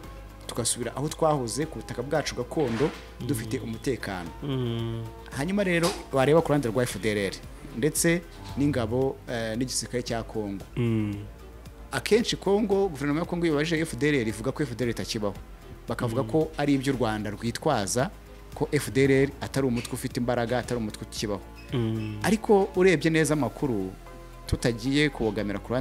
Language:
Kinyarwanda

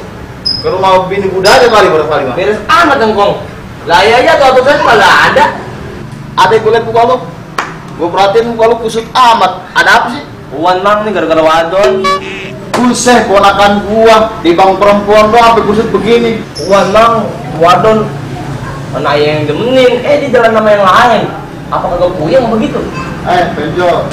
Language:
Betawi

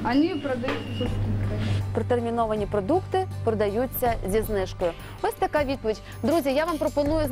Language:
Ukrainian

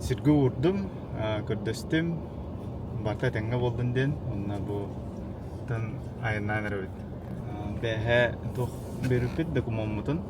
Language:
Yakut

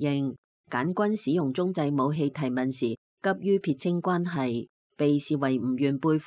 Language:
Cantonese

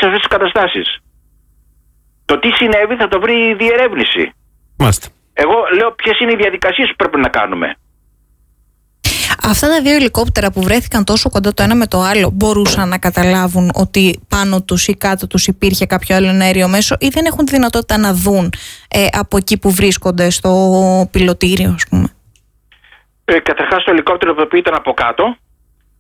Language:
Greek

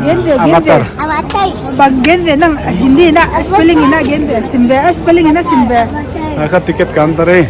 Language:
Paite Chin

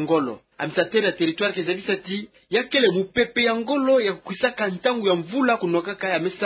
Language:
Kituba (Democratic Republic of Congo)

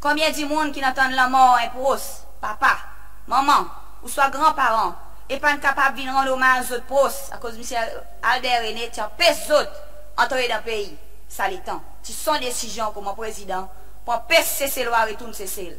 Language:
Seselwa Creole French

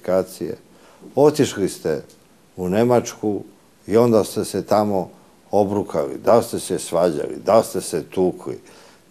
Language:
Serbian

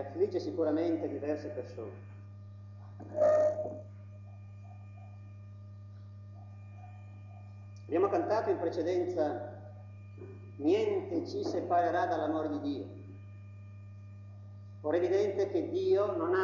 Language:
Italian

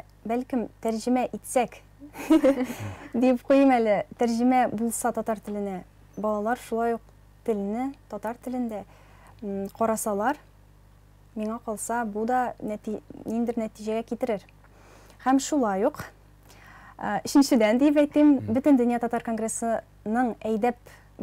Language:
Tatar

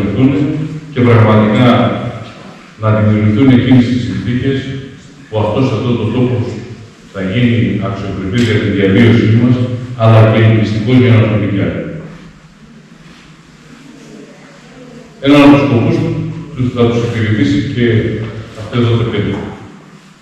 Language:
Greek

